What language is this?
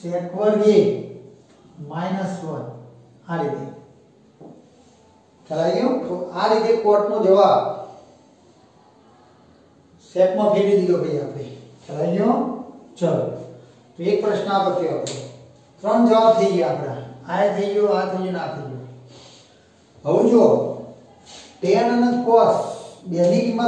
Gujarati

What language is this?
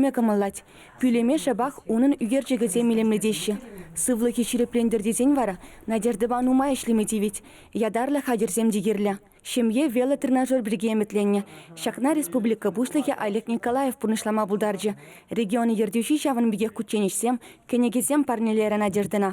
Chuvash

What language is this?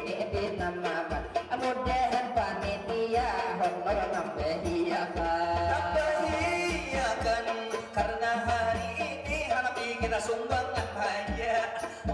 Banjar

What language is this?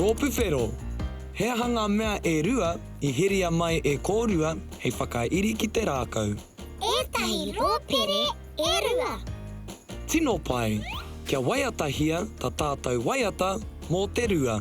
Māori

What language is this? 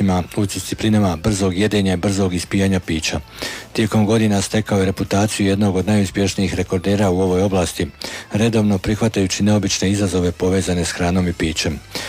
Croatian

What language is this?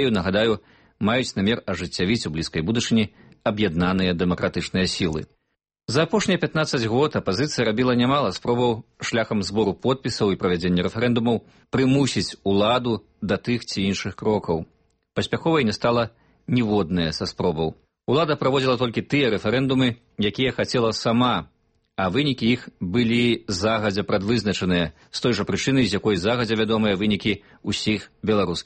Belarusian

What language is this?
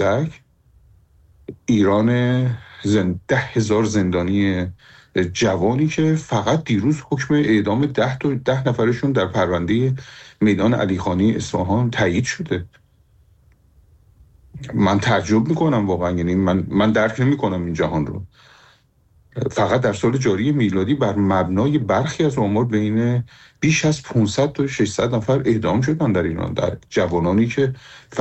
Persian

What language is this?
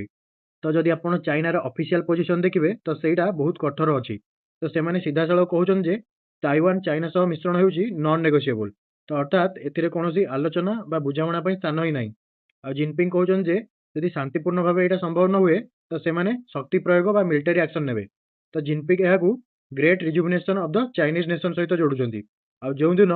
Odia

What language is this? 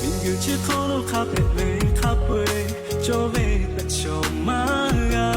Lahu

